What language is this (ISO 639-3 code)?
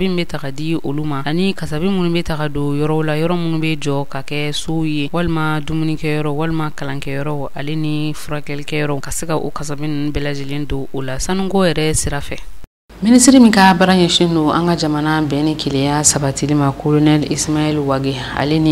bam